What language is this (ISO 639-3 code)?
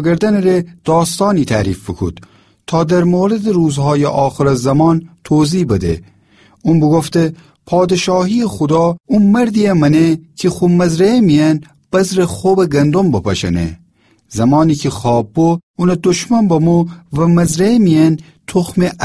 glk